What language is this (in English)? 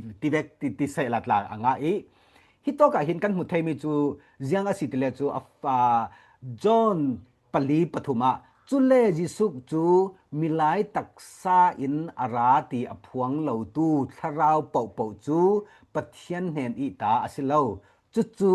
Falam Chin